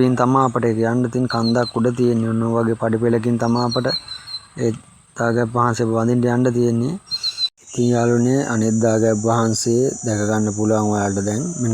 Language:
Sinhala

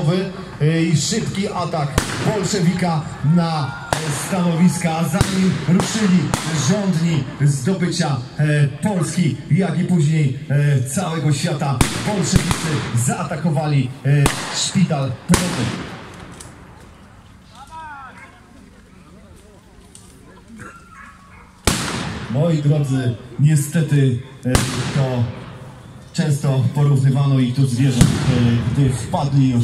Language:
Polish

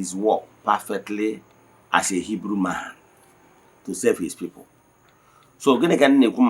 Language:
Igbo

